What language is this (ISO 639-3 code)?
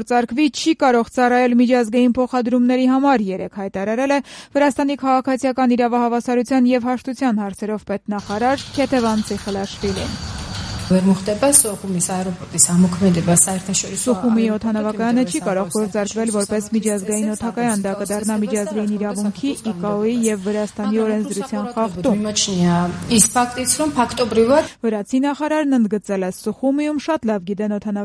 hye